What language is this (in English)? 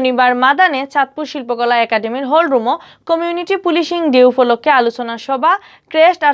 Sylheti